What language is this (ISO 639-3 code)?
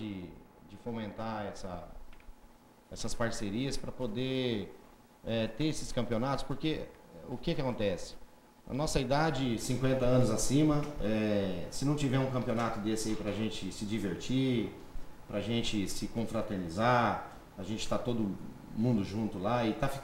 por